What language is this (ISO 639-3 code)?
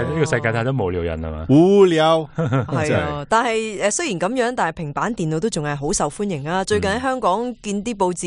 yue